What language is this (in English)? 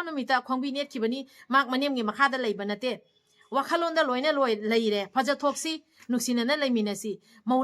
Manipuri